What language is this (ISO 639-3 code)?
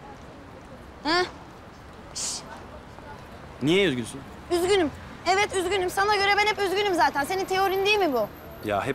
tur